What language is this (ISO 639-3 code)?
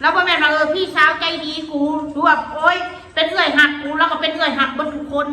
tts